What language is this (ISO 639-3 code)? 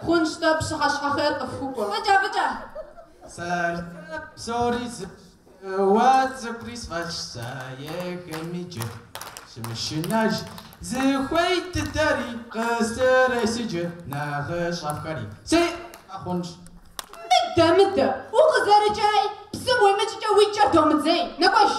kbd